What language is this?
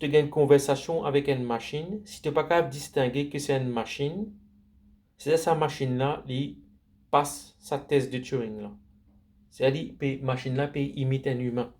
Morisyen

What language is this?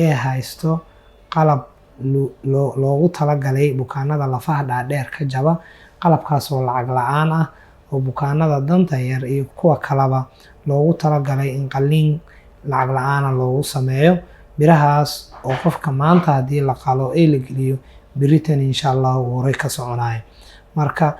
Somali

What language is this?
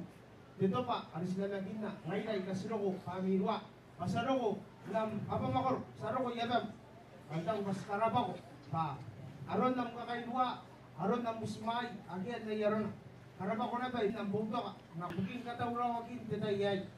Gilbertese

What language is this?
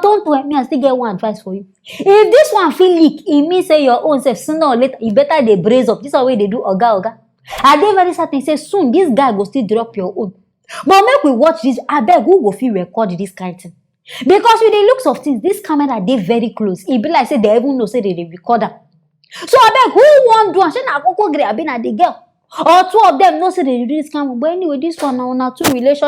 Nigerian Pidgin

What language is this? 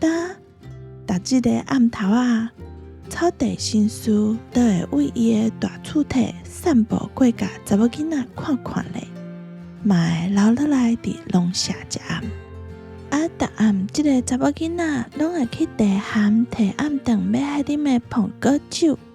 Min Nan Chinese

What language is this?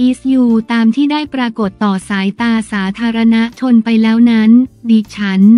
Thai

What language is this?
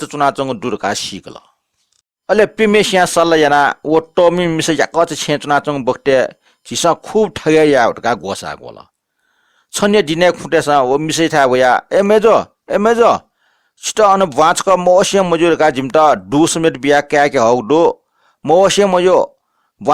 Newari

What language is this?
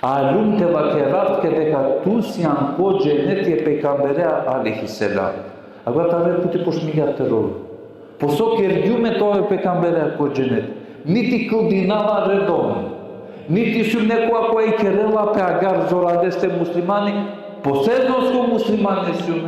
Balkan Romani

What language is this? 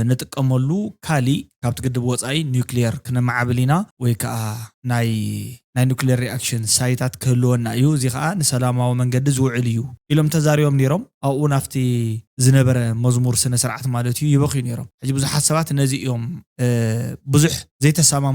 Tigrinya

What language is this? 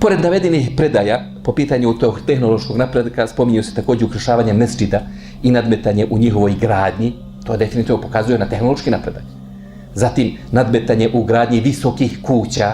Bosnian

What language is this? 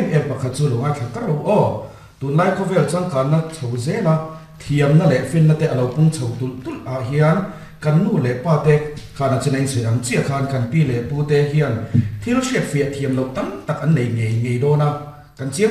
Mizo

